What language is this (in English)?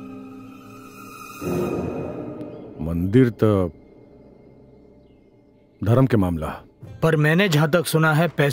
Bhojpuri